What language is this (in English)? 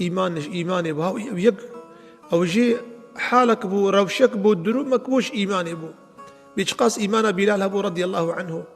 Kurdish